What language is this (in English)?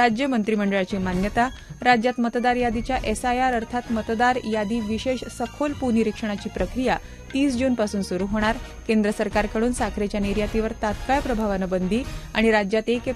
Marathi